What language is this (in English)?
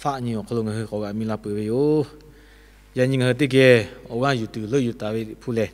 Lahu